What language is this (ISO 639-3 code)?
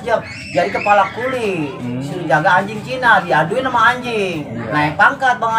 bew